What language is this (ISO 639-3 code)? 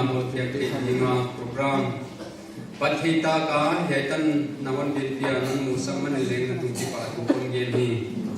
pck